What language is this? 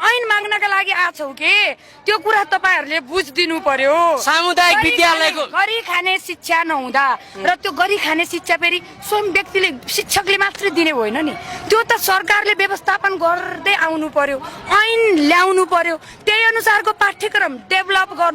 Nepali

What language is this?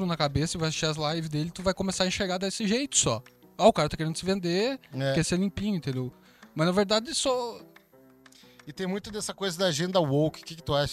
Portuguese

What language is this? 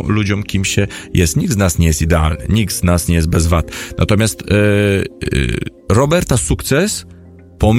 Polish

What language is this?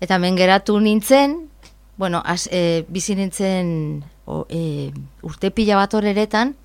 Basque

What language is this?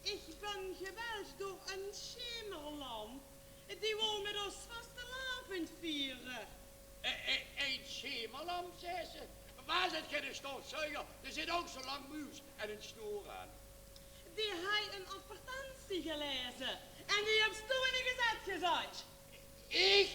Limburgish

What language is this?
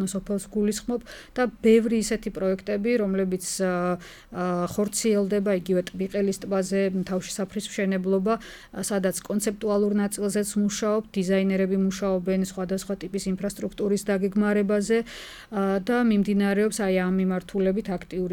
Georgian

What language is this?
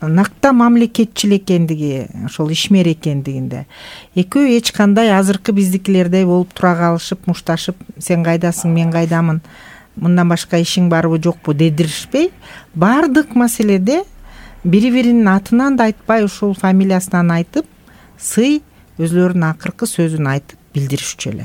Kyrgyz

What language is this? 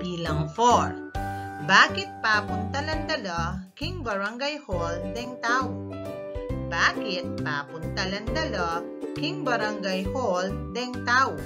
Pampanga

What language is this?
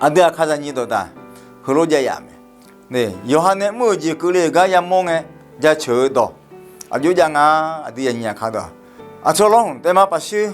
Akha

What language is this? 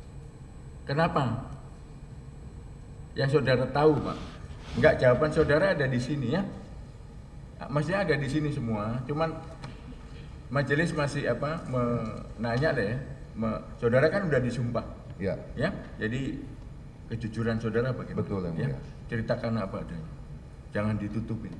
Indonesian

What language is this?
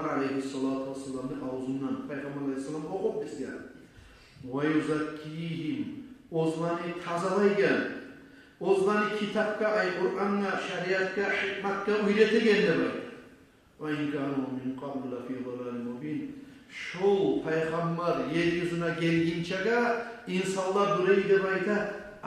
Kumyk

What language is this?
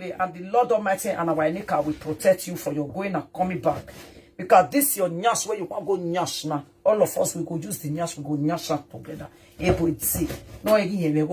Nigerian Pidgin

